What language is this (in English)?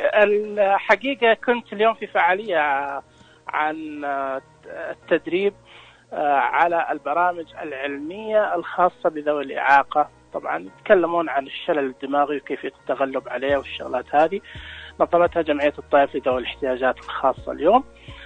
Najdi Arabic